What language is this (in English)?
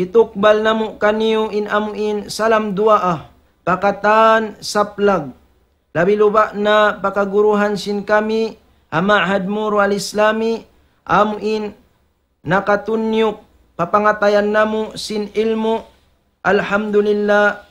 Tausug